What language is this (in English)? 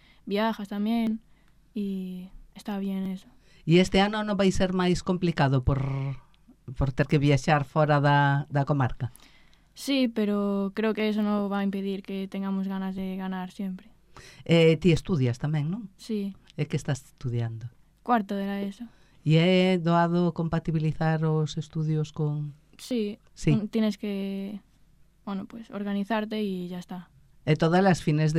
Galician